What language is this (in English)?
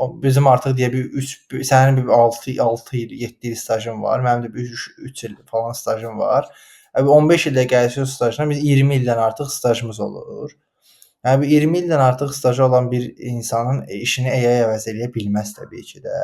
Azerbaijani